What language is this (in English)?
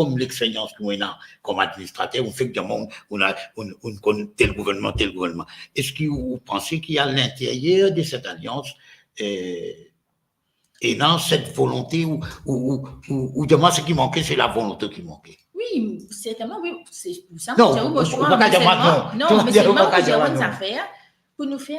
Morisyen